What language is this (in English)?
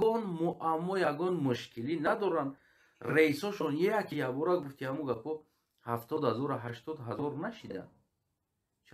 Tajik